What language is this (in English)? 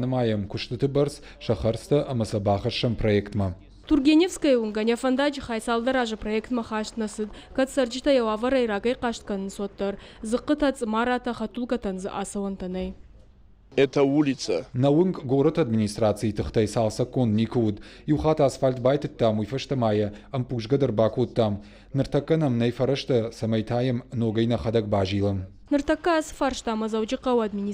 Ossetic